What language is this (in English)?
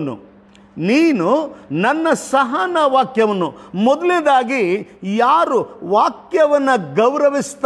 Kannada